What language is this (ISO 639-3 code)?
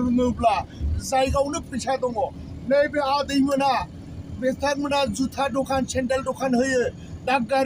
brx